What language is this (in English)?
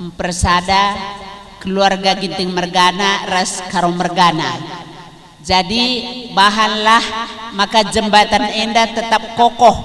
Batak Karo